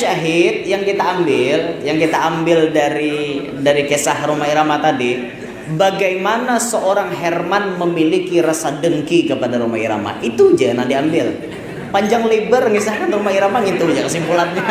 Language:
Banjar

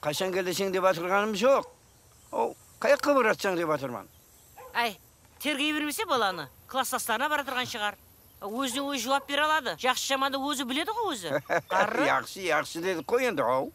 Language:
Kara-Kalpak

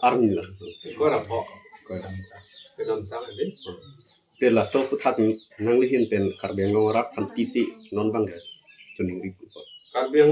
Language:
Karbi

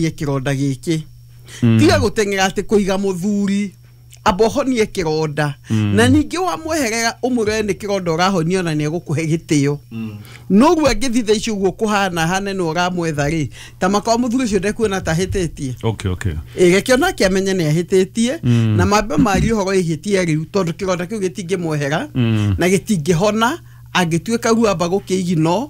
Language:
Kikuyu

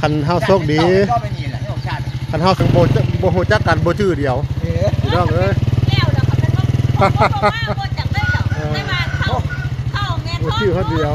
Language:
Northeastern Thai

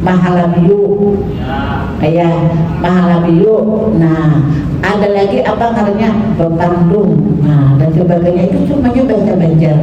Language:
Banjar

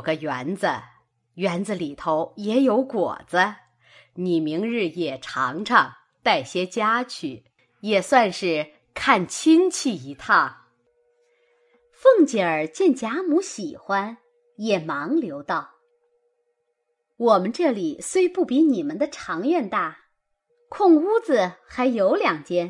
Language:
Chinese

